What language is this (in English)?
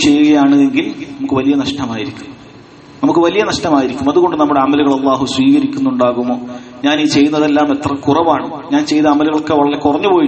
Malayalam